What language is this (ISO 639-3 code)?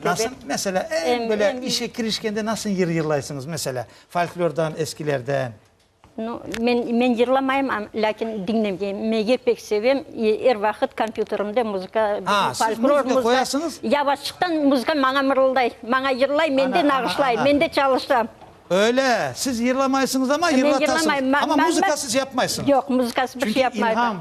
crh